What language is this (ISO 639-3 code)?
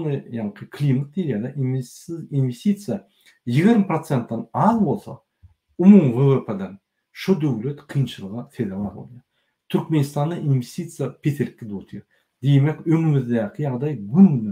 tuk